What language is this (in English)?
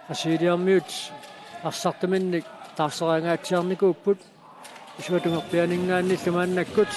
Kalaallisut